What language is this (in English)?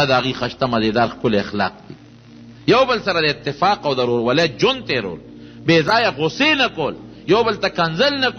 Pashto